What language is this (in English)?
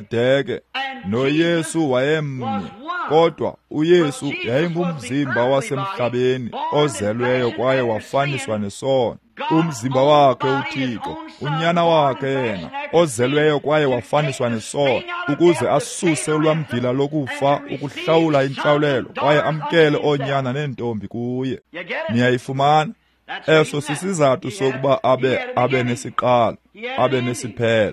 Xhosa